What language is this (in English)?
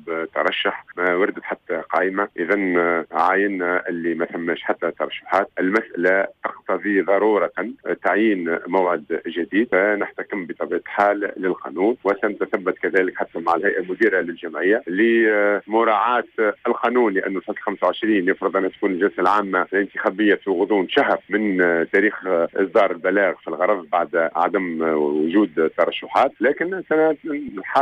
Tunisian Arabic